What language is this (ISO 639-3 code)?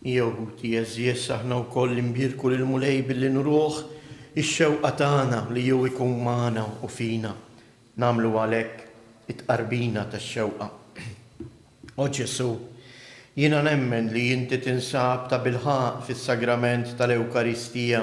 mlt